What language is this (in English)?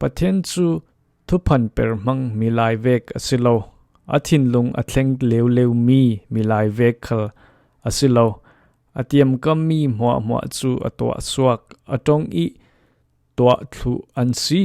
Falam Chin